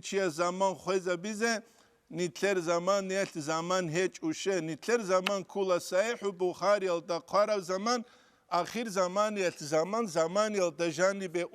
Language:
Avaric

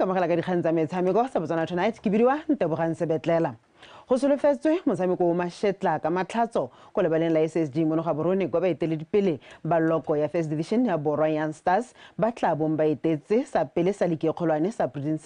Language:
Tswana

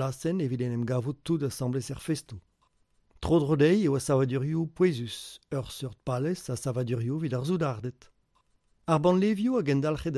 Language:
Breton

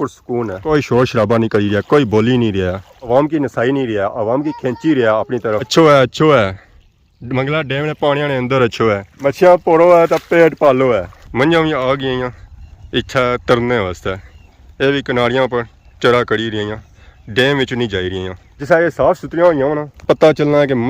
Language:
Pahari-Potwari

